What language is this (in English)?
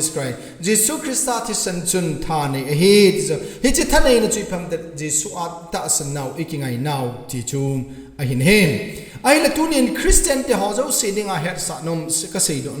Thado Chin